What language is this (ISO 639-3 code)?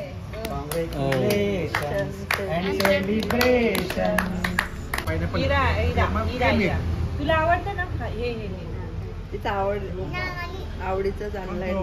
mar